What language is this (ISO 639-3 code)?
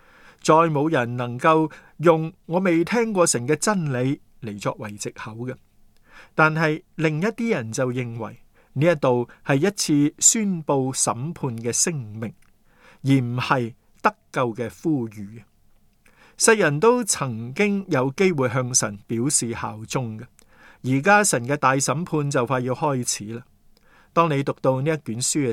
yue